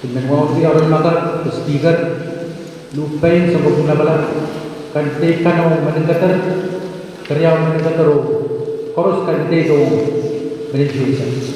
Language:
Pohnpeian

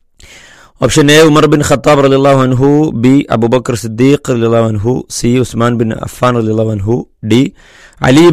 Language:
Malayalam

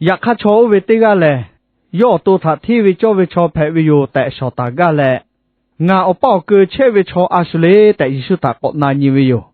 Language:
Lahu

